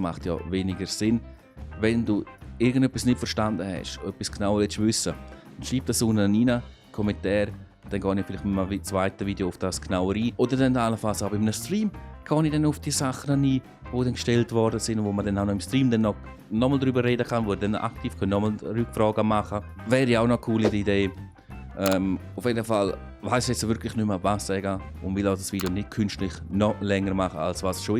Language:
Swiss German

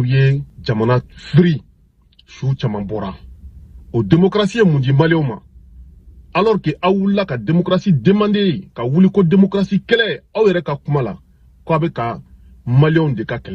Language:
Bambara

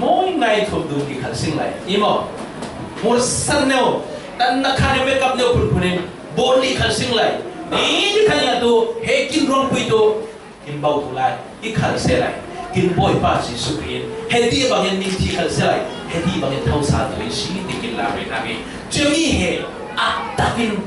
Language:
Falam Chin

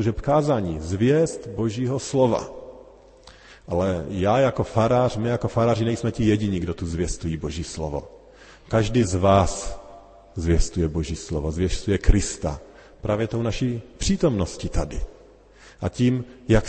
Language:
Czech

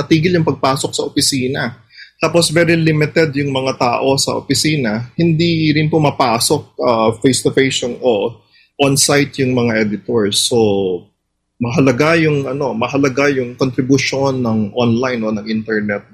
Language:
Filipino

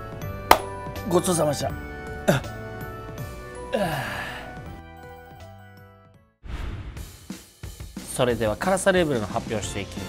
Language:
Japanese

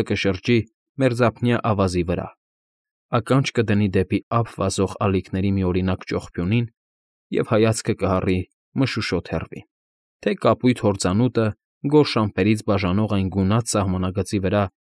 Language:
Armenian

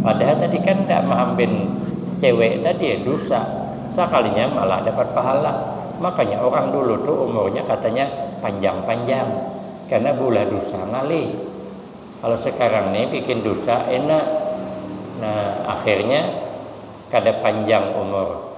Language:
Banjar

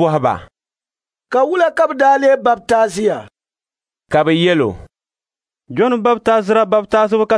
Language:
Dagbani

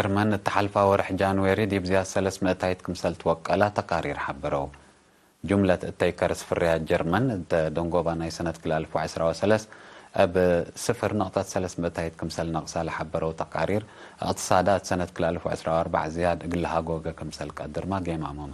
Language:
Tigre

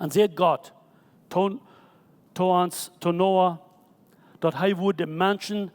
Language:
Plautdietsch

